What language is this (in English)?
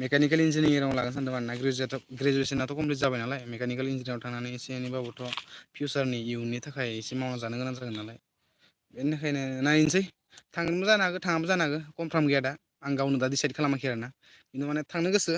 Bodo